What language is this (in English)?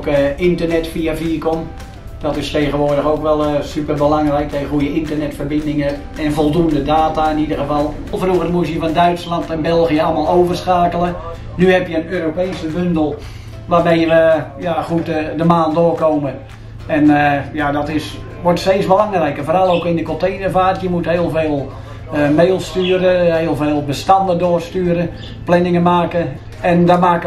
Dutch